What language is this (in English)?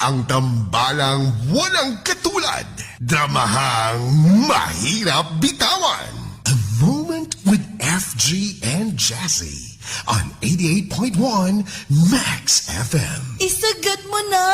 Cebuano